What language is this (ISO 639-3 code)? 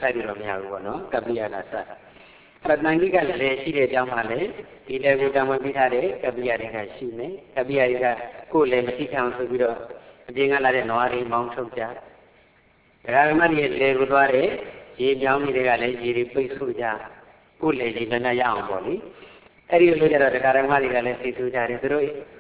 mya